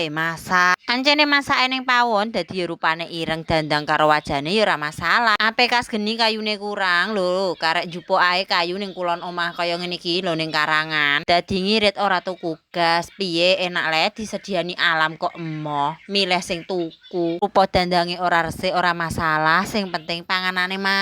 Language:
Javanese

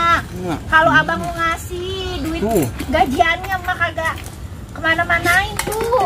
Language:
Betawi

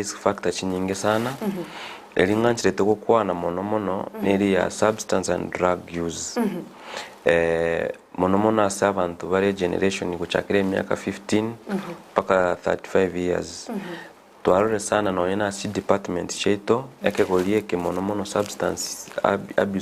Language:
Gusii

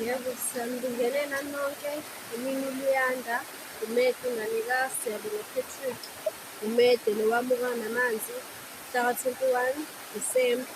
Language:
Zulu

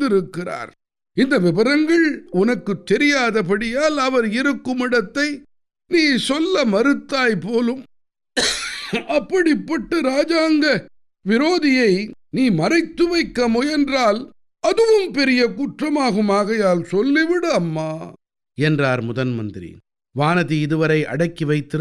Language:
Tamil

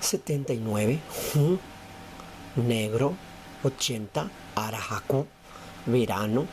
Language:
Guarani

